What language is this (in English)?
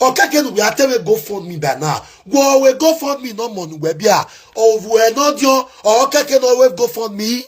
Nigerian Pidgin